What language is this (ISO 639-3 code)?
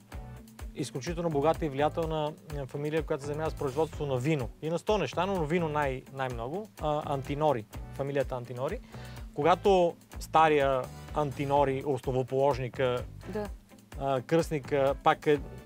bul